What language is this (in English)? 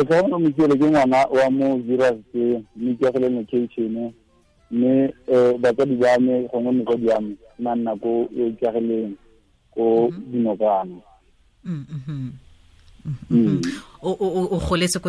Tswana